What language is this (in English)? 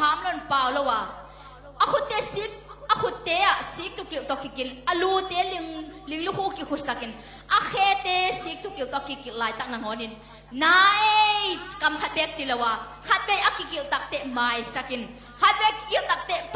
Tedim Chin